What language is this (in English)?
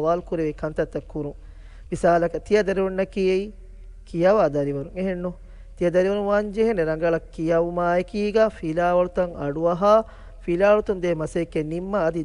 Divehi